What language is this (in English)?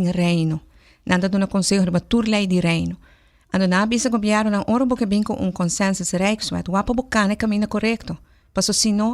Papiamento